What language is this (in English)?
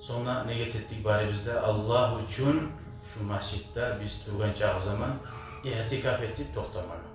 Kumyk